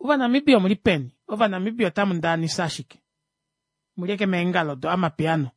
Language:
Kuanyama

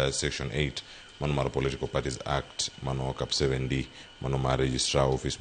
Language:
Luo (Kenya and Tanzania)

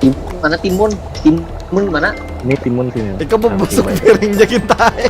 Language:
Banjar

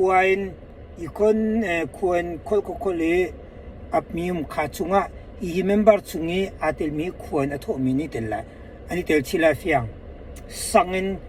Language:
Hakha Chin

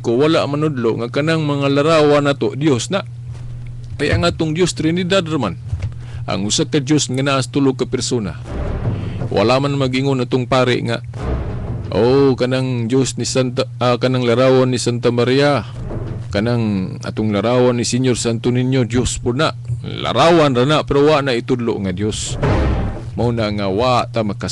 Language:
Cebuano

